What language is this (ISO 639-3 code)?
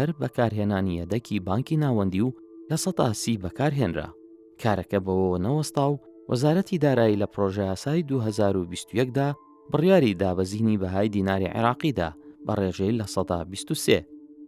ckb